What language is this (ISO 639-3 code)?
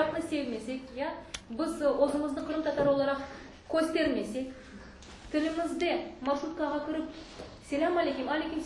crh